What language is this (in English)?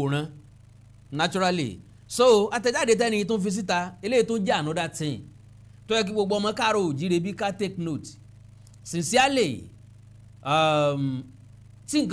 Yoruba